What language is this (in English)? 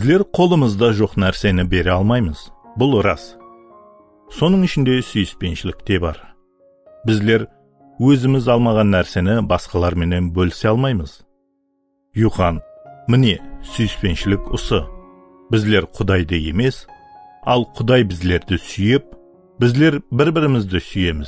Kara-Kalpak